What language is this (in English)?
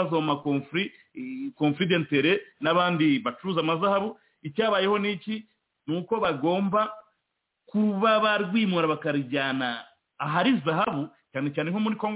Kinyarwanda